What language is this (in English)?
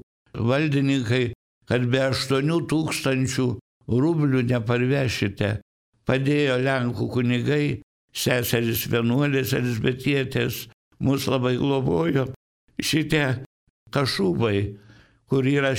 Lithuanian